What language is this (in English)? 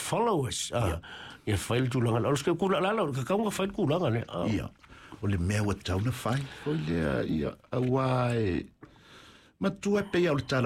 Samoan